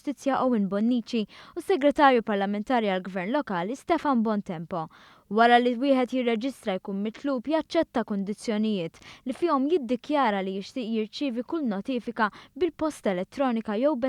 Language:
Maltese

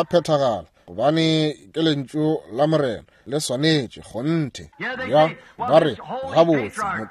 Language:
Northern Sotho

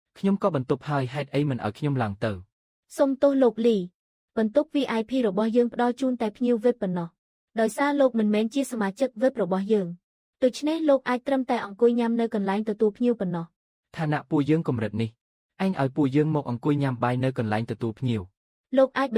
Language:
Khmer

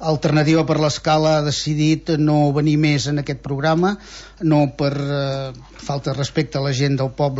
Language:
Catalan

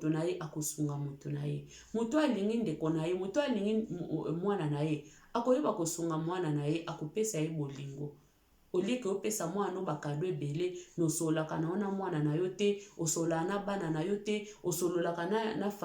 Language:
Lingala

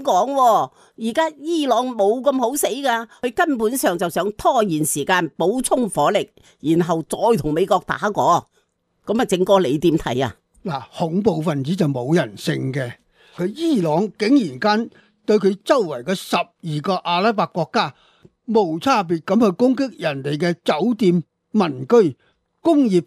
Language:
Cantonese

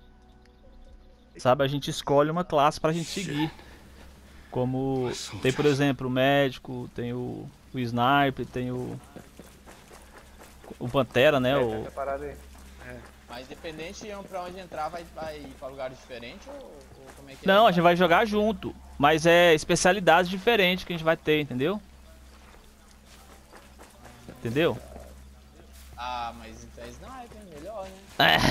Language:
Portuguese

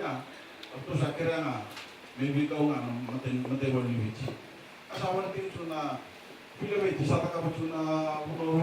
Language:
Fijian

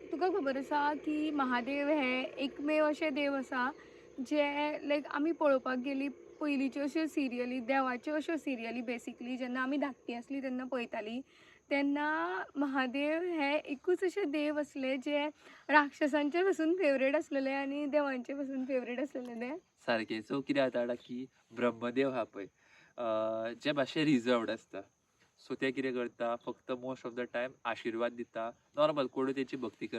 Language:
Konkani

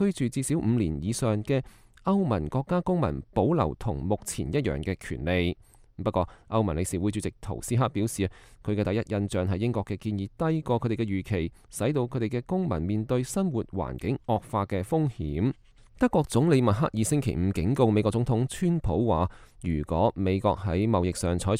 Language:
Cantonese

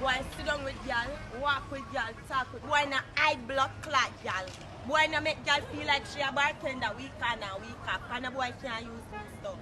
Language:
Jamaican Creole English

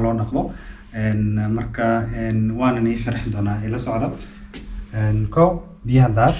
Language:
Somali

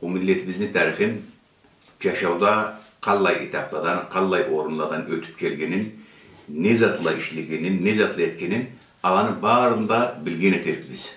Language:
Karachay-Balkar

